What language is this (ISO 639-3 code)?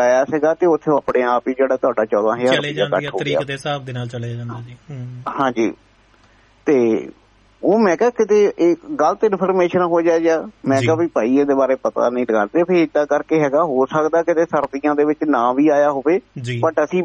pan